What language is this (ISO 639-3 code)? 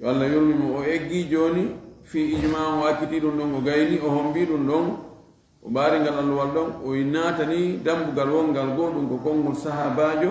ful